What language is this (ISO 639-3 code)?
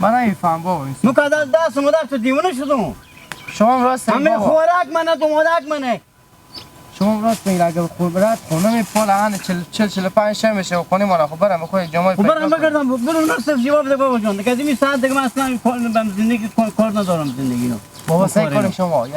haz